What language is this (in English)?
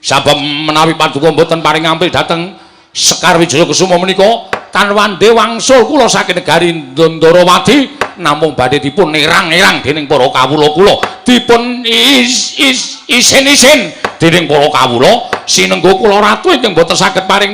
Javanese